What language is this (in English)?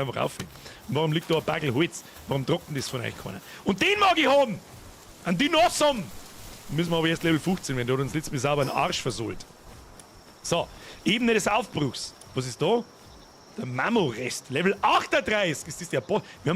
Bavarian